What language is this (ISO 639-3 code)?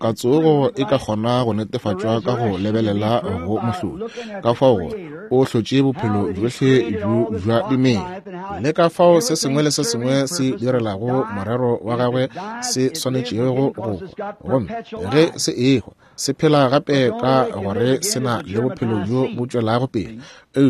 nso